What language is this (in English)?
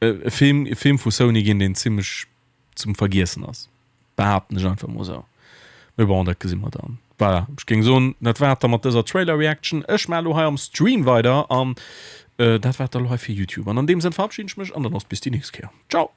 Luxembourgish